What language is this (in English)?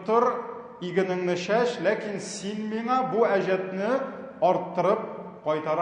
Tatar